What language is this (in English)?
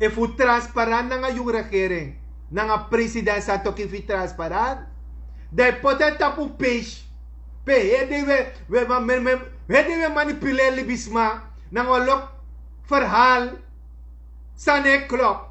Sranan Tongo